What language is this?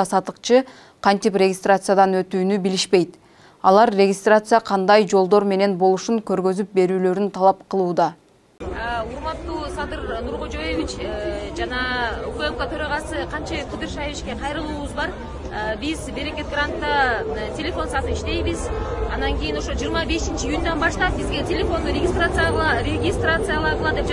Kyrgyz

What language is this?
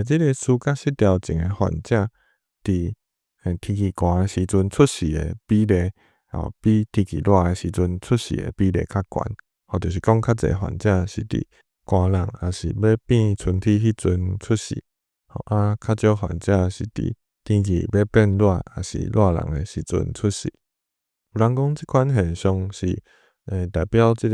Min Nan Chinese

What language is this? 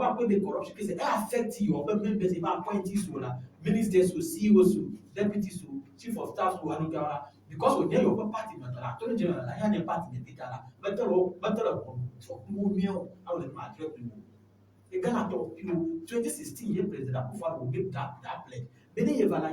Ewe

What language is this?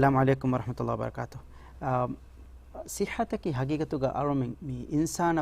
Divehi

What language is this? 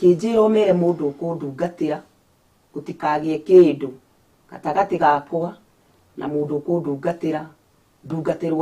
Kikuyu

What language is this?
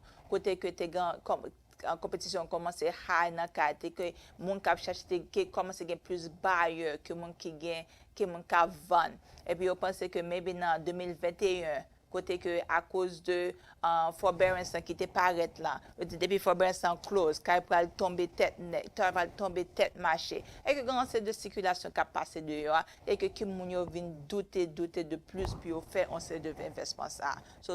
Haitian Creole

